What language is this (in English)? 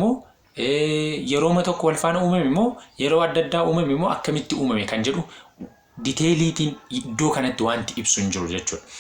Oromo